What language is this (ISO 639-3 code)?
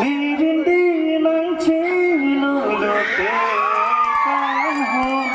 mjw